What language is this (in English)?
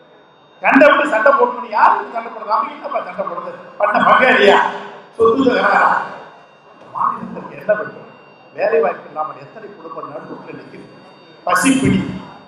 Tamil